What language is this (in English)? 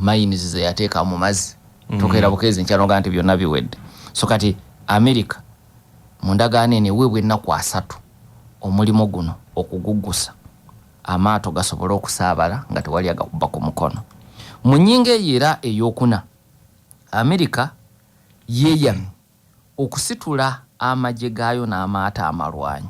Ganda